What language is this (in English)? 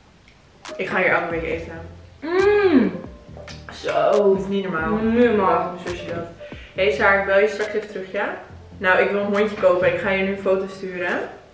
Dutch